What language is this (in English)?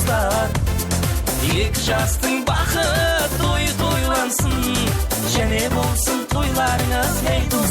Kara-Kalpak